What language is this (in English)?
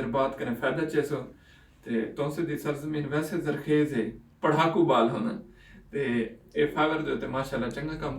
Saraiki